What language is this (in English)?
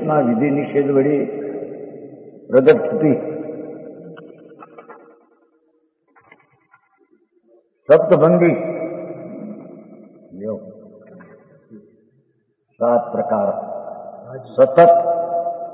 Gujarati